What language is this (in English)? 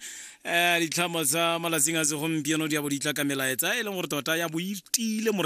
Tswana